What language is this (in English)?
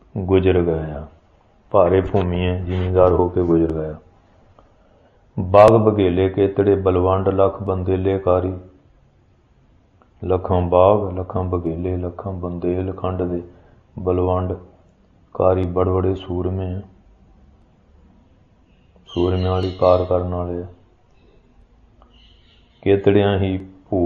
Punjabi